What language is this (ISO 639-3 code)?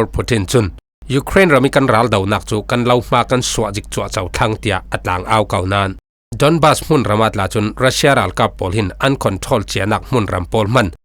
cfm